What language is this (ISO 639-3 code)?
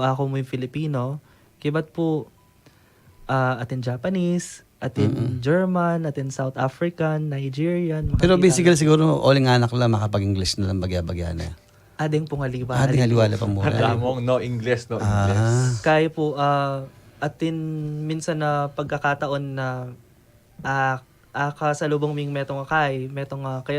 pam